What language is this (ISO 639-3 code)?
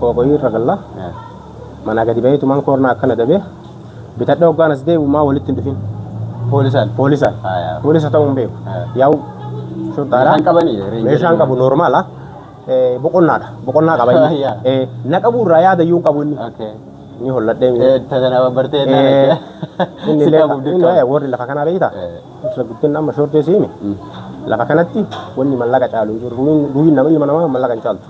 orm